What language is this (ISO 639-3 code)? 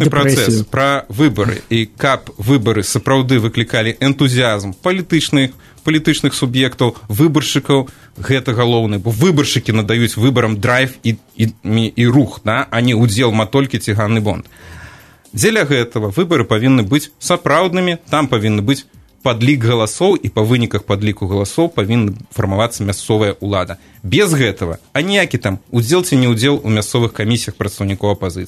bel